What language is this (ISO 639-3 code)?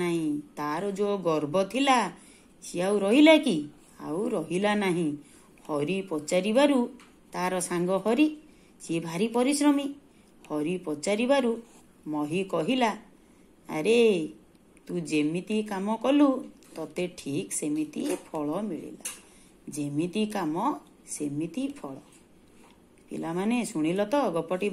ori